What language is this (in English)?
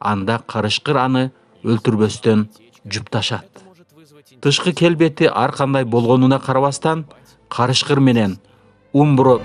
Kyrgyz